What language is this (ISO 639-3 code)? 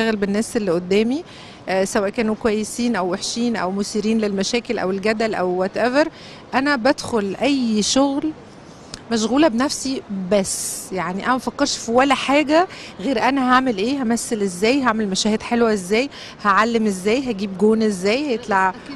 arz